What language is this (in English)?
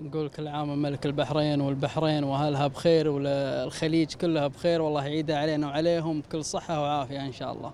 Gulf Arabic